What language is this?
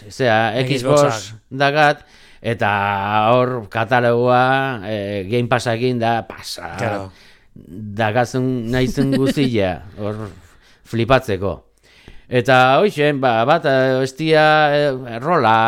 Basque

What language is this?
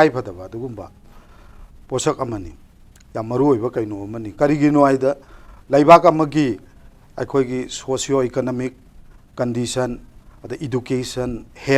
Manipuri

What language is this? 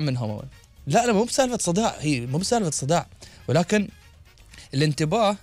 Gulf Arabic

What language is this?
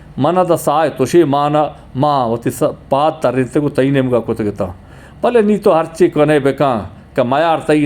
Eastern Balochi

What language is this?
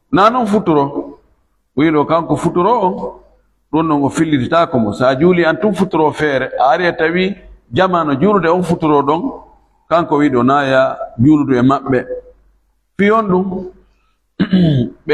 Fula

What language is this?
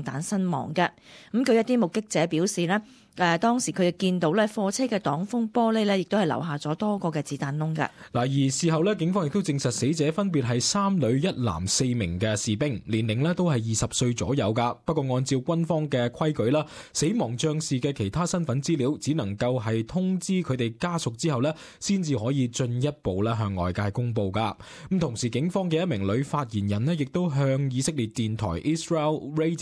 Cantonese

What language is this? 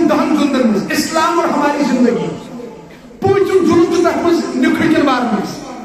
Kashmiri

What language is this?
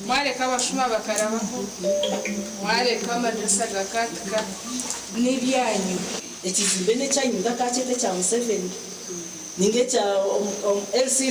Nyankole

